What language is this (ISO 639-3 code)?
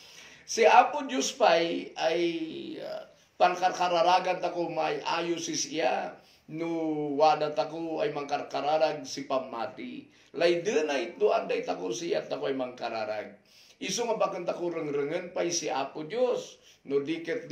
kne